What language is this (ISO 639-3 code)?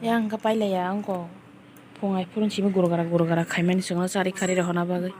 trp